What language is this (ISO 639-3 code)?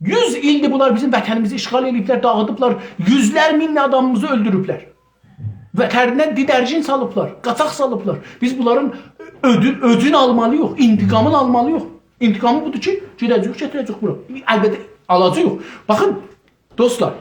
azb